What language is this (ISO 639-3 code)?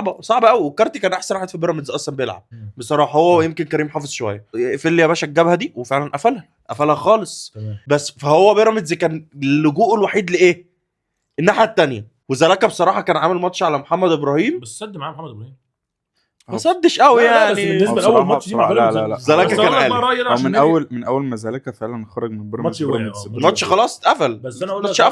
arz